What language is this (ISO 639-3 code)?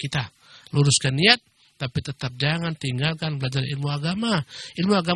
ind